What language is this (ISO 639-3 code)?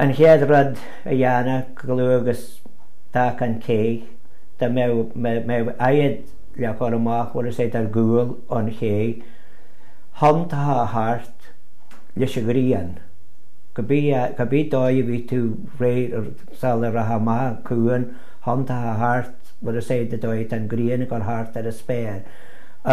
gle